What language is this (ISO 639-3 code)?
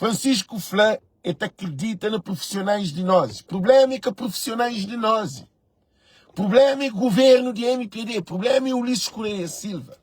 kea